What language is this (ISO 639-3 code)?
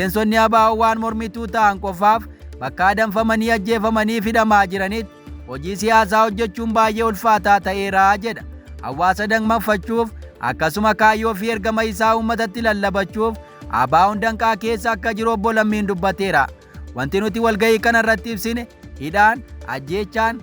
orm